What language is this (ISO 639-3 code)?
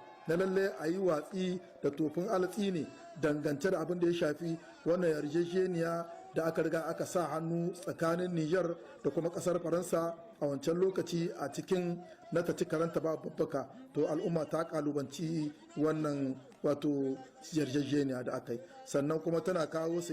hau